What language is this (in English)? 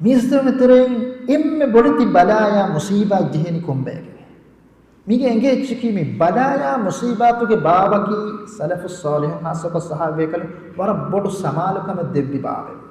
Divehi